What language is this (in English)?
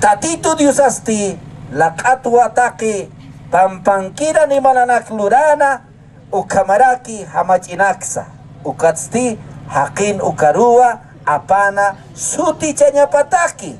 Aymara